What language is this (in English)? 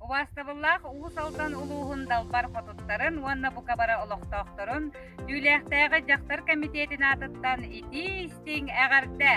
Yakut